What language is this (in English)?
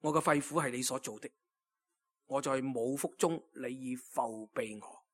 Cantonese